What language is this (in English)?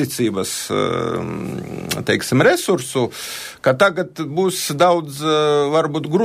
Latvian